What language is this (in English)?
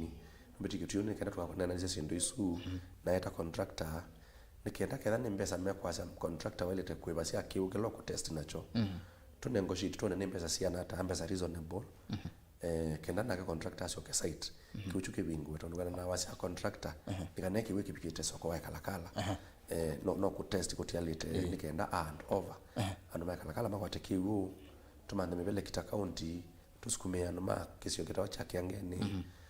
Kamba